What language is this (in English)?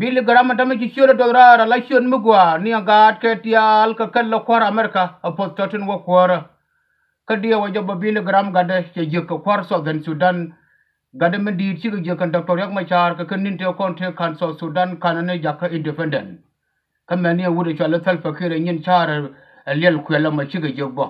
Nuer